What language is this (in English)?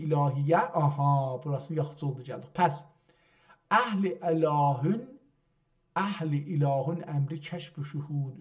South Azerbaijani